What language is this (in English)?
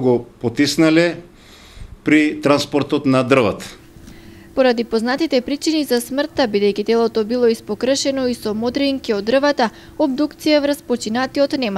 Macedonian